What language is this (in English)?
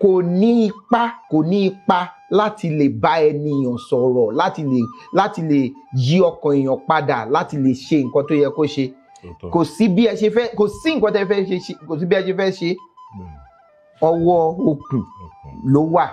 Yoruba